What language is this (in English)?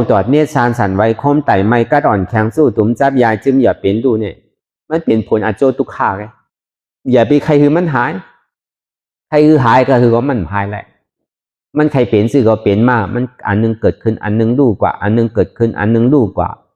Shan